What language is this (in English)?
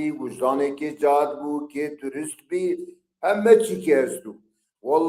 Zaza